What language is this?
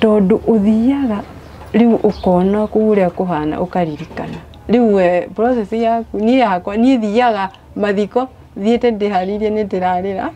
Kikuyu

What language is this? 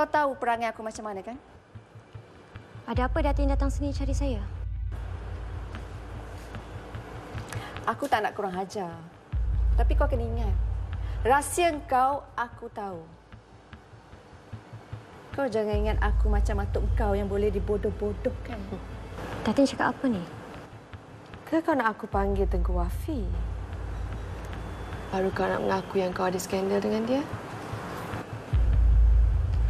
Malay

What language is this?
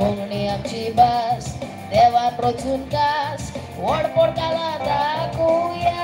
Konkani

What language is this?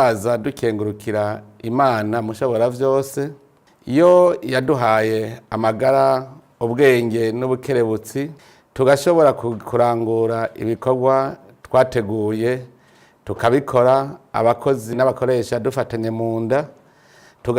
Rundi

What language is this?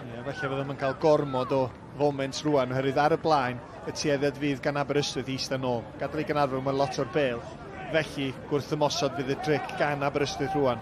Welsh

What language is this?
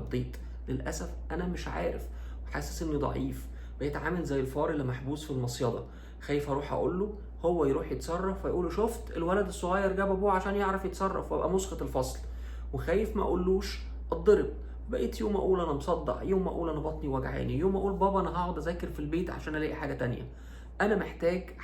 Egyptian Arabic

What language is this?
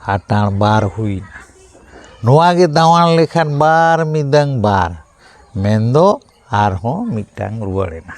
Santali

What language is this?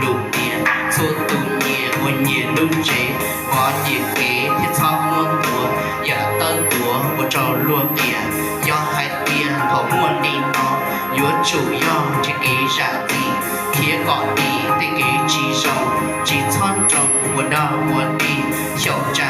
Hmong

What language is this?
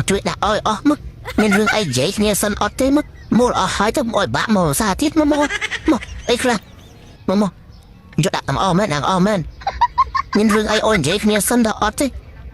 Khmer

